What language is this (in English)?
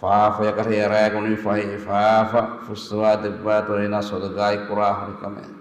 Divehi